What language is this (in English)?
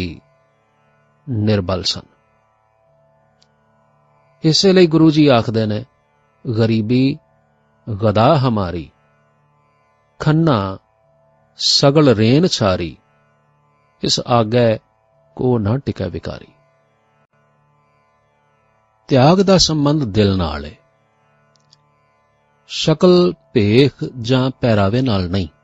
Punjabi